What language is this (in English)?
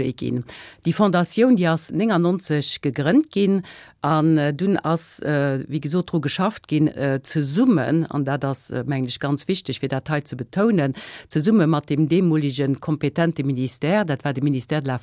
Luxembourgish